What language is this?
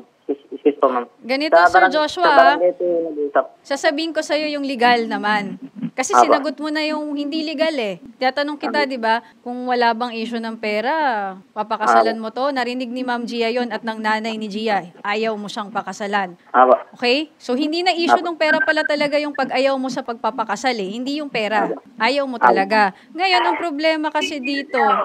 Filipino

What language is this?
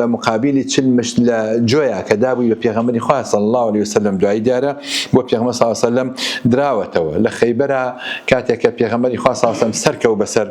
Central Kurdish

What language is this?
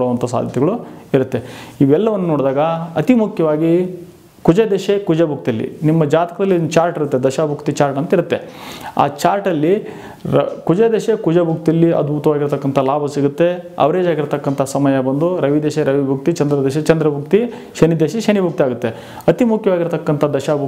Kannada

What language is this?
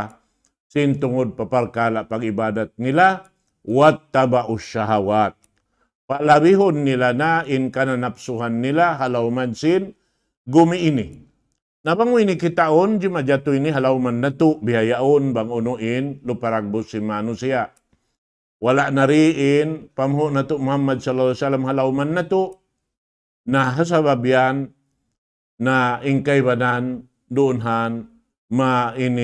Tausug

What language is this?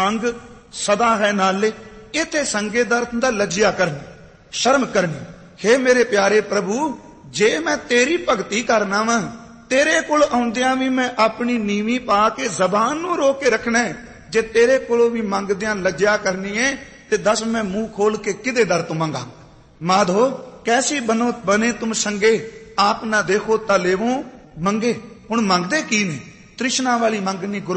Punjabi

